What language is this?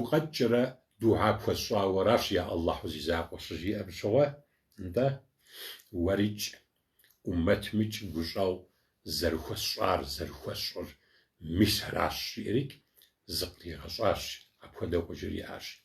Kabardian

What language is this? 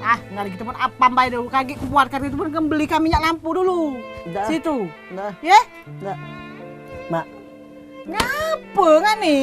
Musi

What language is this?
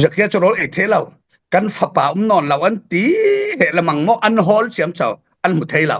Falam Chin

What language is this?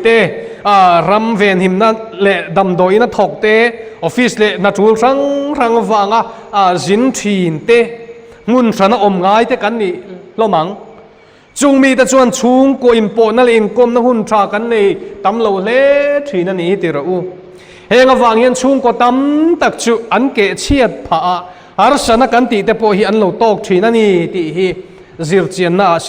Mizo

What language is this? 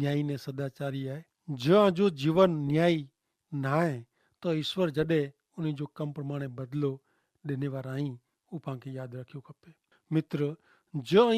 Kachhi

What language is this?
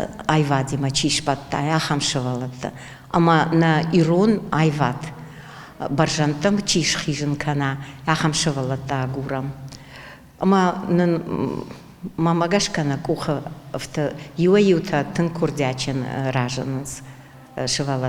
Ossetic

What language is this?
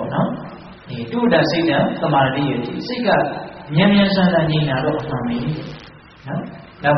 Burmese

